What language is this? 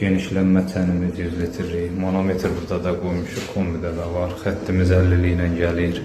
Azerbaijani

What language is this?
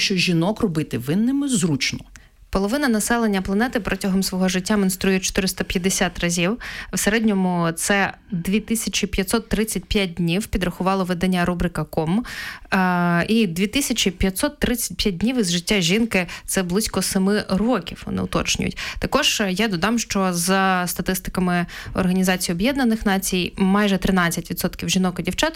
Ukrainian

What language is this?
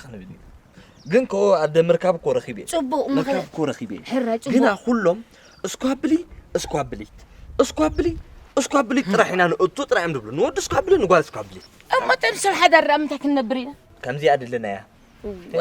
Tigrinya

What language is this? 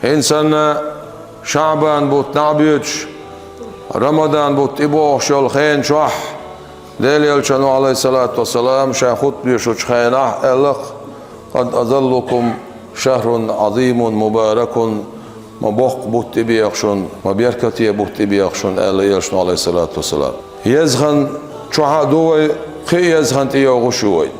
Chechen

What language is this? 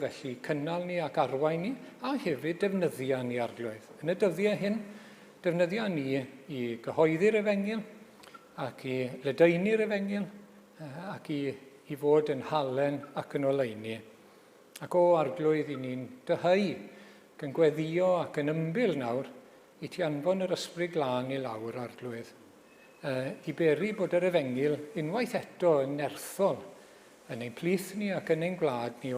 Welsh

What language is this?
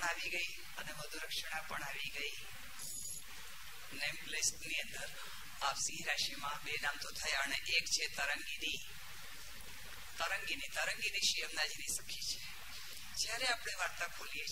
Gujarati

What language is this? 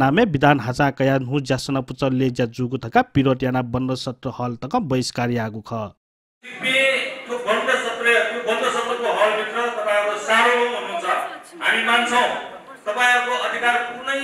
Newari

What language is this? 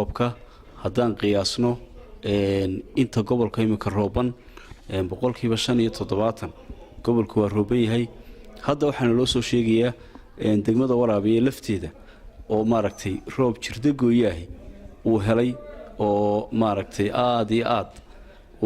Somali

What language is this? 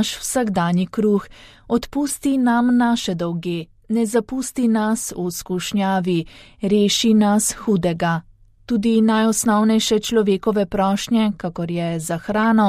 Slovenian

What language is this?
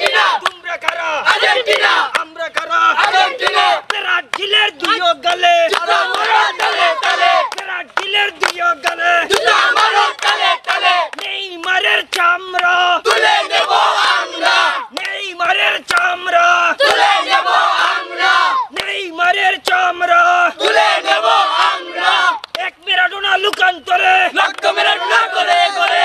Bangla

